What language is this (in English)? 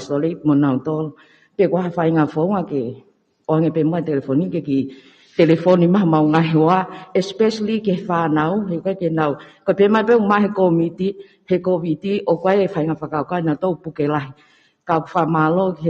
Tongan